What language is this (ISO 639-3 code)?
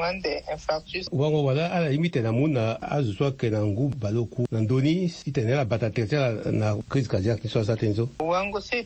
sag